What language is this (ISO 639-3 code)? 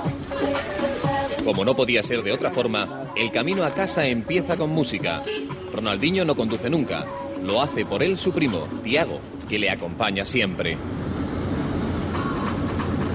spa